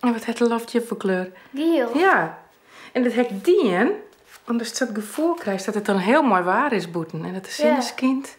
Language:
Western Frisian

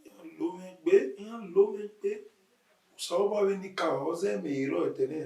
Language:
Bini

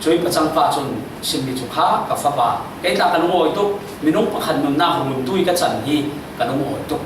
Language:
Falam Chin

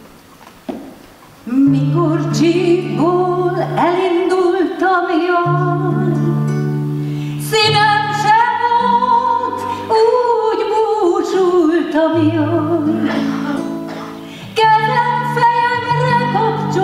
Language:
Hungarian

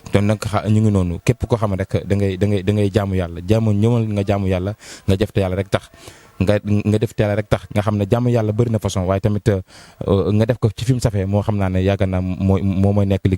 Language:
Wolof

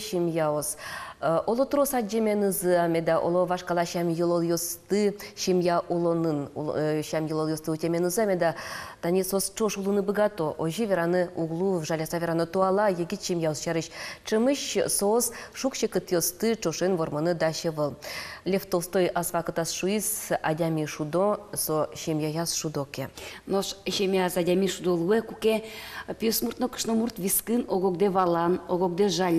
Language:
Udmurt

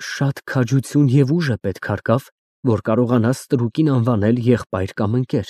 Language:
Armenian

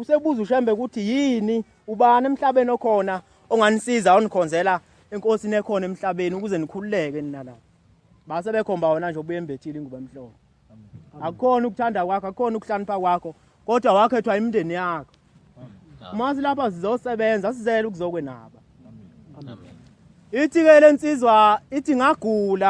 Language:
Zulu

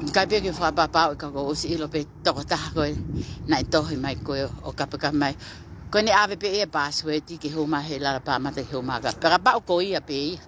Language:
Tongan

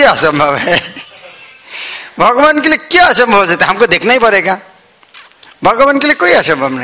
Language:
Hindi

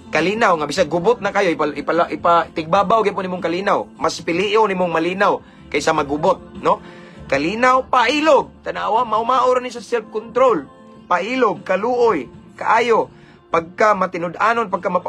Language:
Cebuano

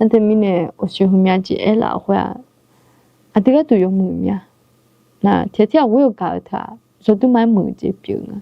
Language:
Akha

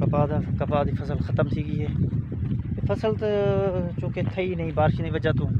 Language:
Saraiki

